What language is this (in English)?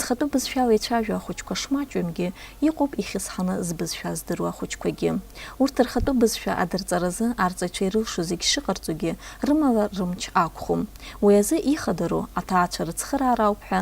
Abkhazian